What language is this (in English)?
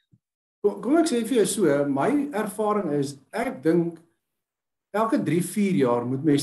Afrikaans